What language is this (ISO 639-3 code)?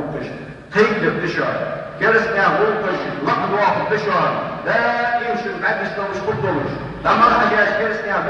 inh